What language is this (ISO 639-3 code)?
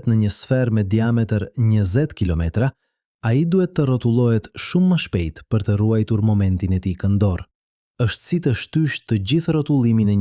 sqi